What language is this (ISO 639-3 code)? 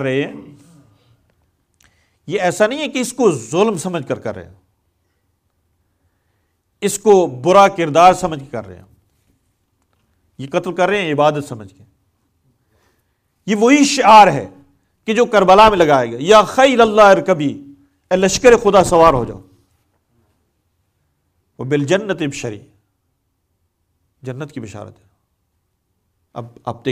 urd